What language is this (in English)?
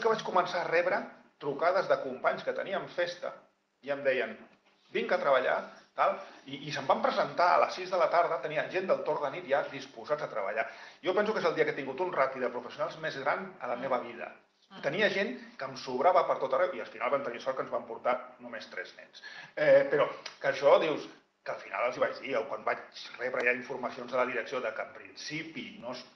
Catalan